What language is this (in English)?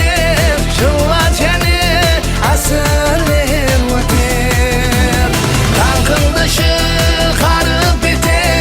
Kara-Kalpak